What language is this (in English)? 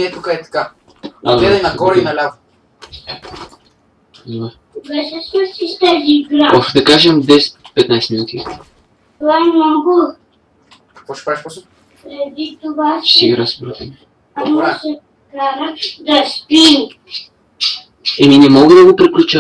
Bulgarian